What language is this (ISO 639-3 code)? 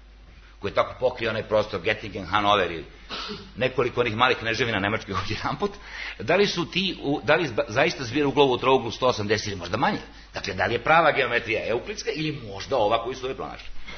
srp